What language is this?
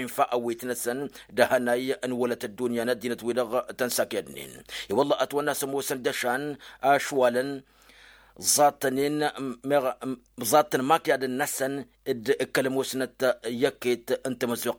Tamasheq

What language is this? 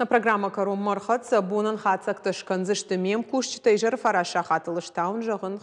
Ossetic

